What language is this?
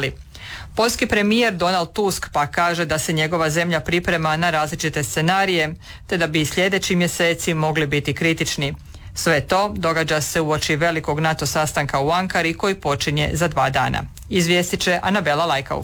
Croatian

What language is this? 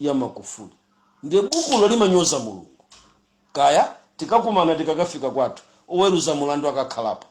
Nyanja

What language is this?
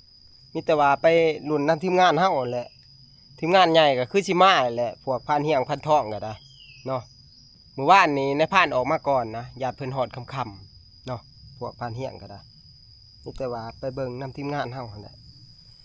Northeastern Thai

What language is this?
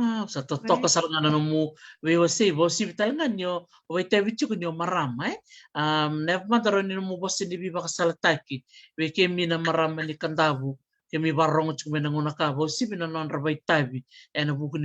Fijian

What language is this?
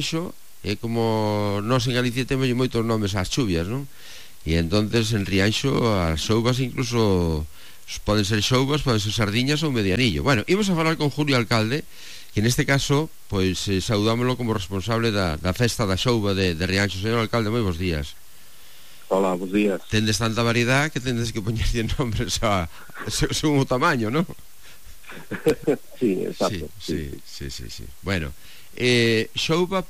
Galician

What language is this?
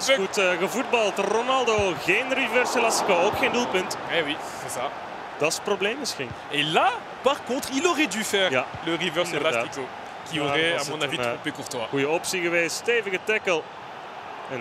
Dutch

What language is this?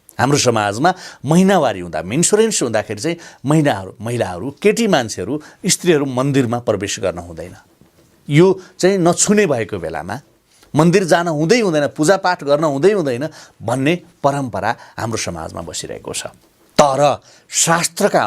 Nepali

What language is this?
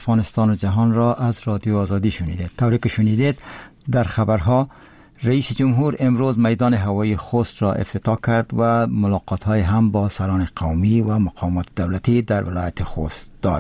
Persian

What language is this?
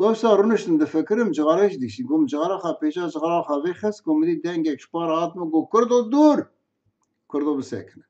Kurdish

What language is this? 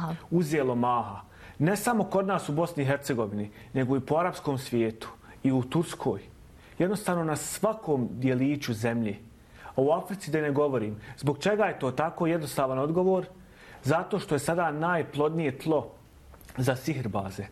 Bosnian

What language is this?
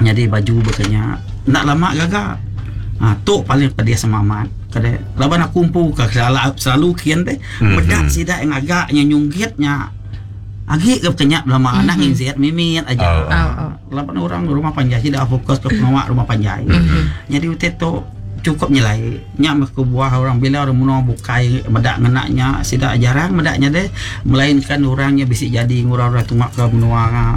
Iban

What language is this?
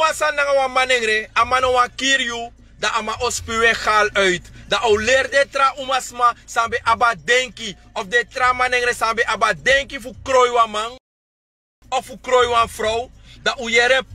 Sranan Tongo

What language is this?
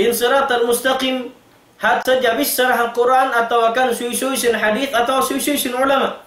Tausug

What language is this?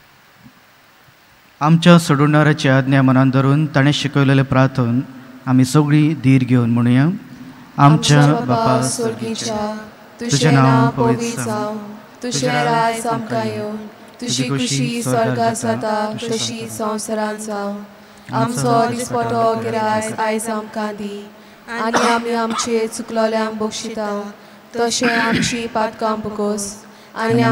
Konkani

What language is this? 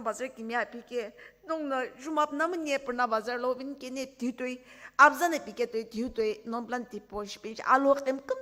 Sumi Naga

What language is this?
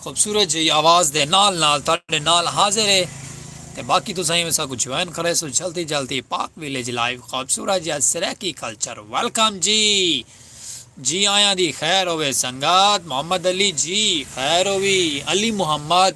Saraiki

